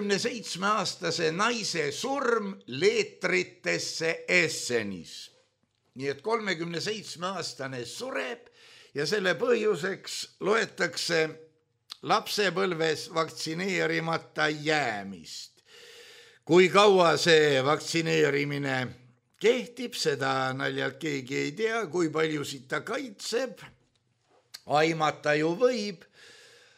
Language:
Estonian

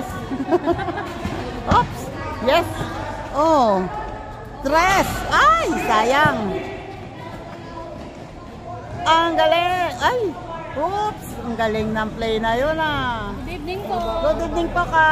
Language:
Filipino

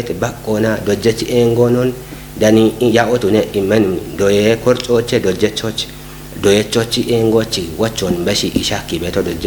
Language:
Kafa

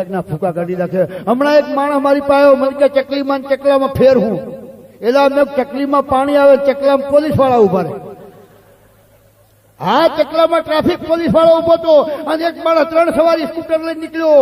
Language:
Gujarati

